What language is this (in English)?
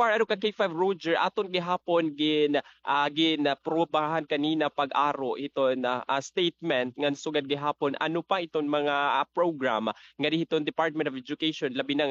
Waray